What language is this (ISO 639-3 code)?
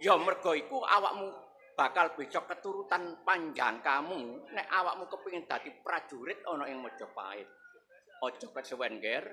jav